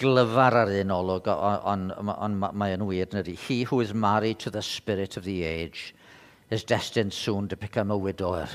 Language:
Welsh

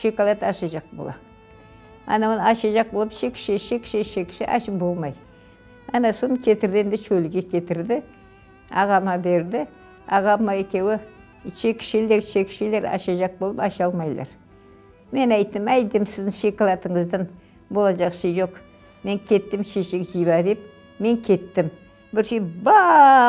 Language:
Crimean Tatar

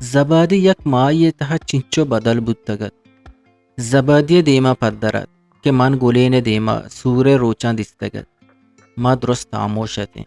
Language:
Eastern Balochi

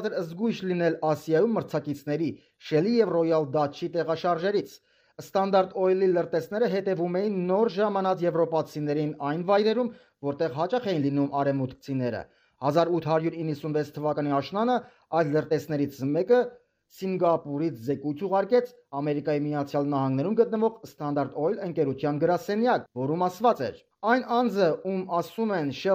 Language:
Armenian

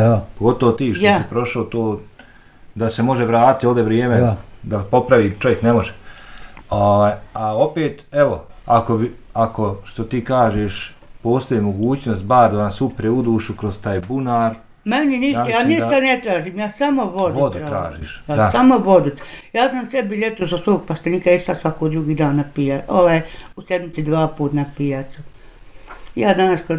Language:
Bosnian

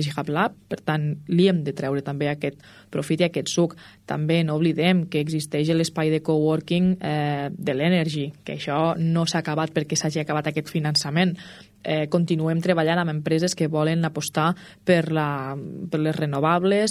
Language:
Catalan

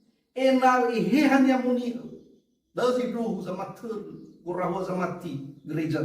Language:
Nias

